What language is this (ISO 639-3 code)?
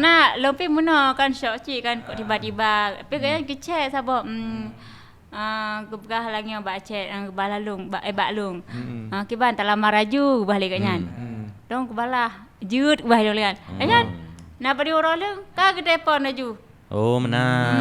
ace